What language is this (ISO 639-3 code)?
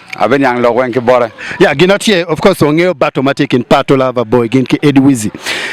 ach